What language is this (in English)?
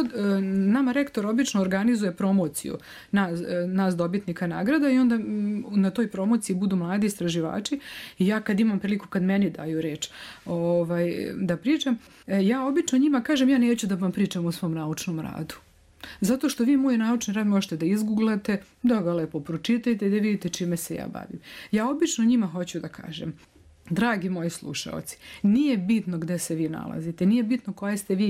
Serbian